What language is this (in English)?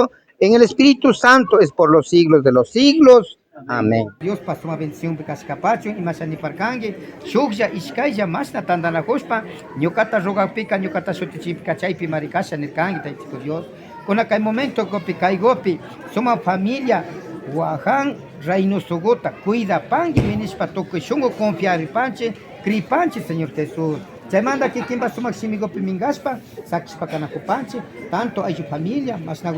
Imbabura Highland Quichua